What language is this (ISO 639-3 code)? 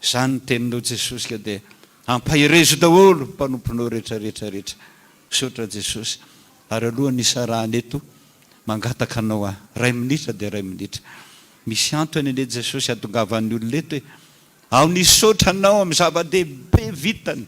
mlg